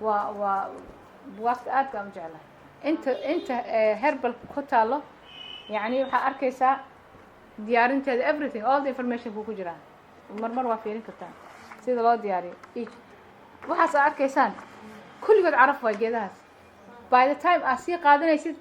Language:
Somali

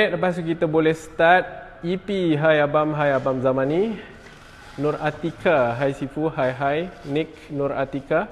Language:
Malay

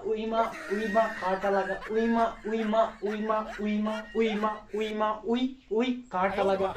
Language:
Kashmiri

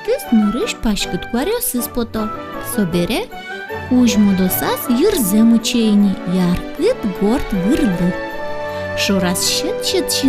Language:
Udmurt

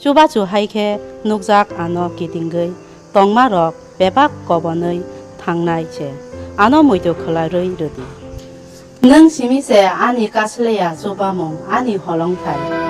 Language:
Kok Borok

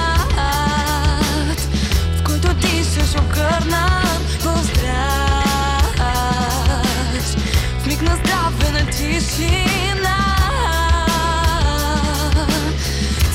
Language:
Bulgarian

